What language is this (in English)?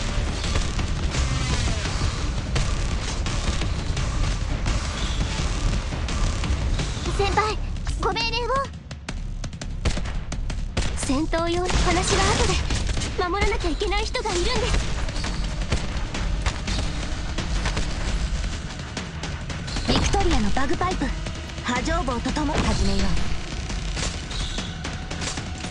Japanese